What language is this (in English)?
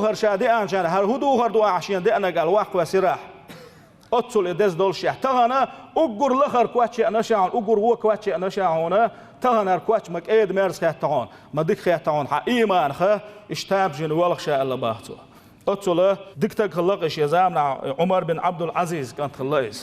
Chechen